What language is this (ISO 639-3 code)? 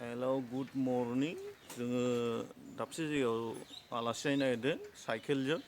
brx